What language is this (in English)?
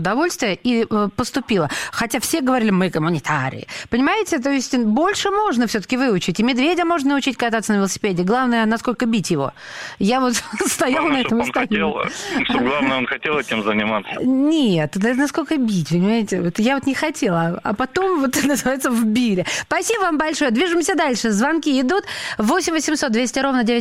Russian